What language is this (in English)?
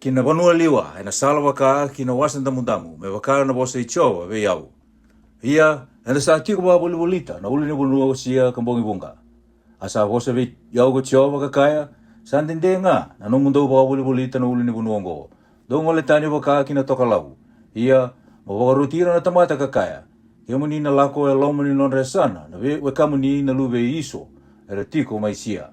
Fijian